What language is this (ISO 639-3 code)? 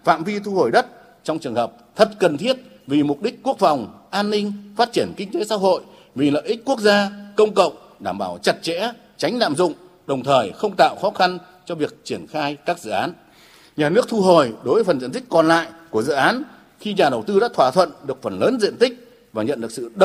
vie